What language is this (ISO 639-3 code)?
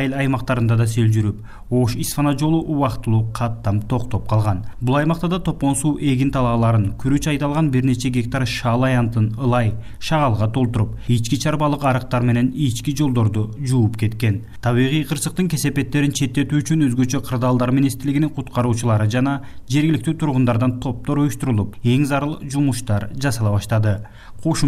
kir